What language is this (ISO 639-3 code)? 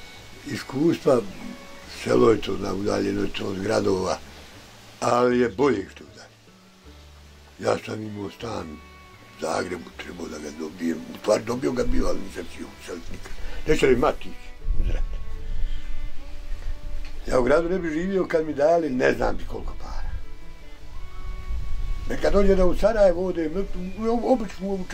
bos